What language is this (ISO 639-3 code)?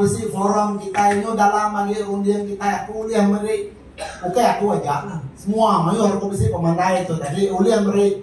iba